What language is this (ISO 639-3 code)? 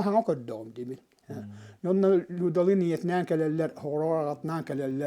sah